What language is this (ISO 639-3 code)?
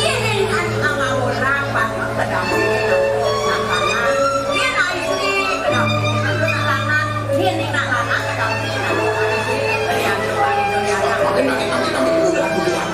ban